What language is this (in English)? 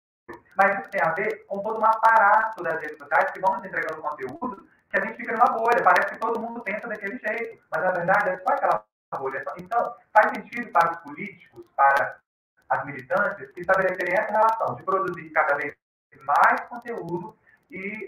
Portuguese